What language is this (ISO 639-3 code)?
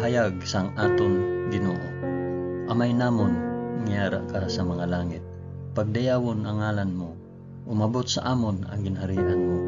hil